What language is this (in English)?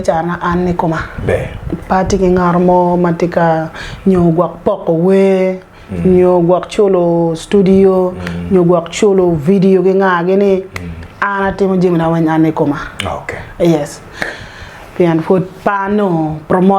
Acoli